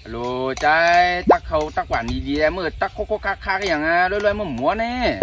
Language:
Shan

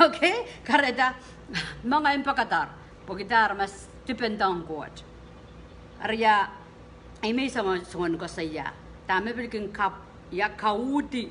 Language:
Pohnpeian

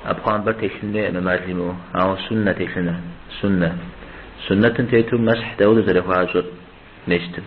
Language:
Kabardian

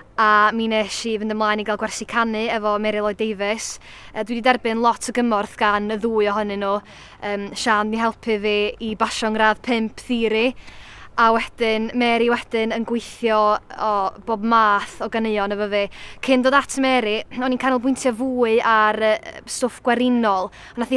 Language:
Welsh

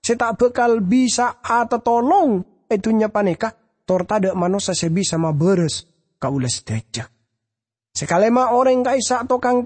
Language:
Madurese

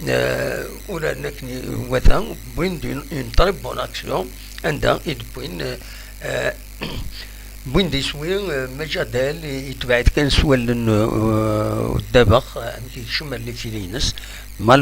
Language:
Kabyle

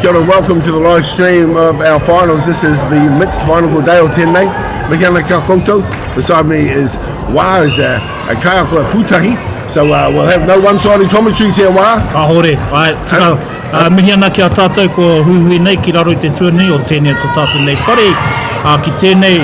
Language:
Māori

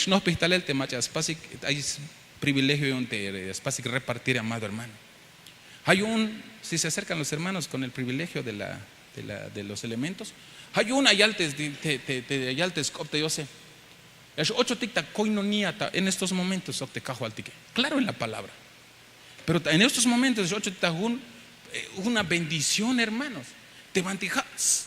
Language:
Tzeltal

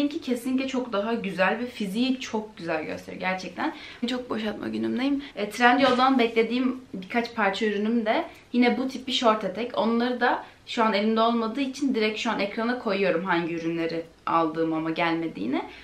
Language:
Turkish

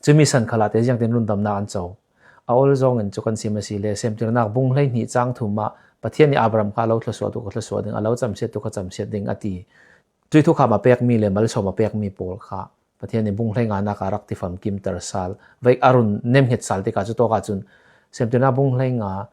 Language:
Falam Chin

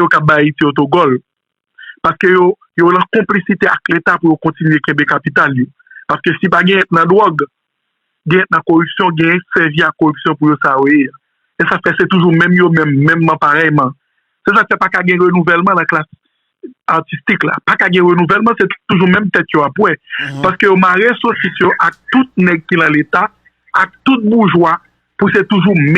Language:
Haitian Creole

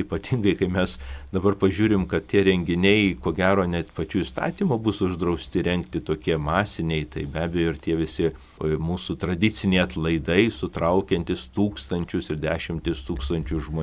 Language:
Lithuanian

